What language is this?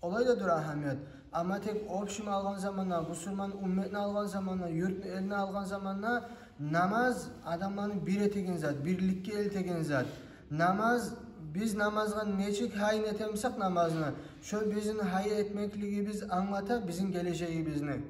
Kumyk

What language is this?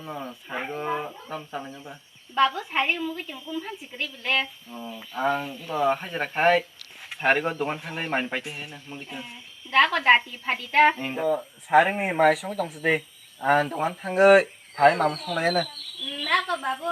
Kok Borok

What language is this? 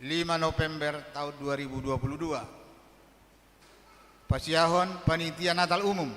Batak Toba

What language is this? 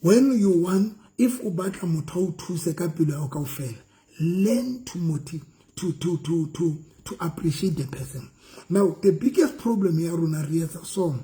Southern Sotho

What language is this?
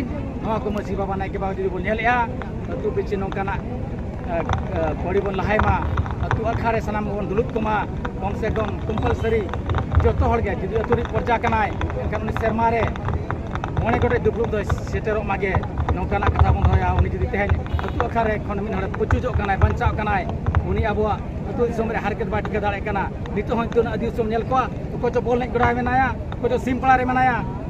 Santali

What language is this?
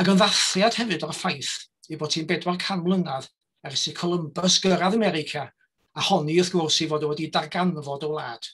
Welsh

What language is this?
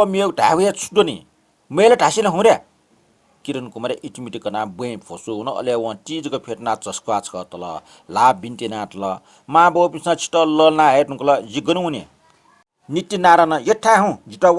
Newari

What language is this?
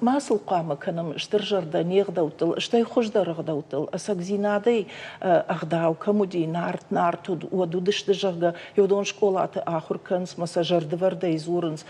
Ossetic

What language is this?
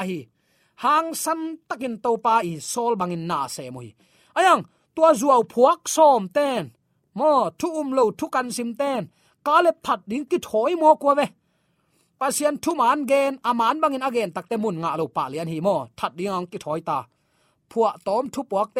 Tedim Chin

